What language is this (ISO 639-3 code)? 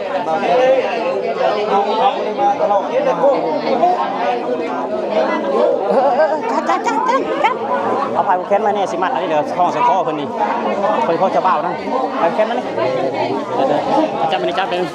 lao